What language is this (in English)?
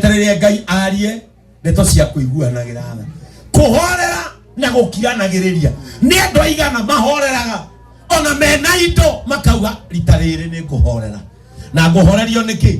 Kikuyu